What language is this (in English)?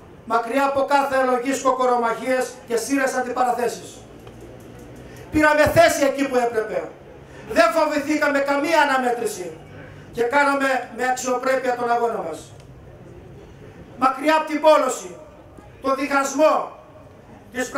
Greek